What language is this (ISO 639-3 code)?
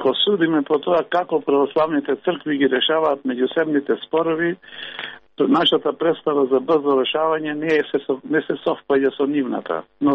mkd